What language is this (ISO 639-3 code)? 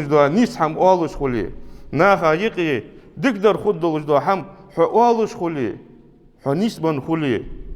inh